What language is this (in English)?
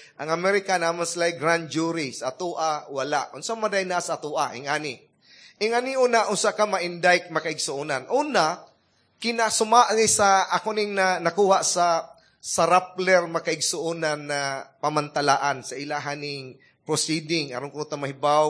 Cebuano